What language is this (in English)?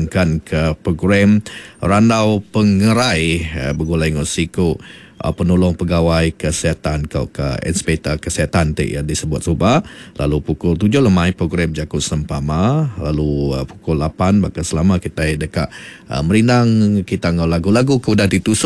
Iban